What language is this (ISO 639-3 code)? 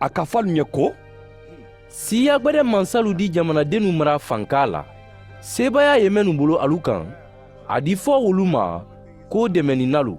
man